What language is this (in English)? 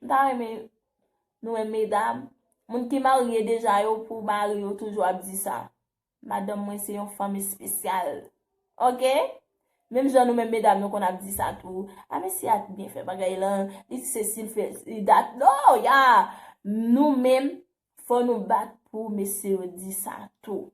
Haitian Creole